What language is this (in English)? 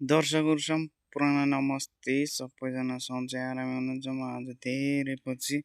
Nepali